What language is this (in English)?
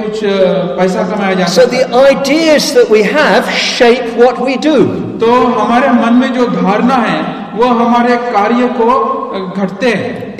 Hindi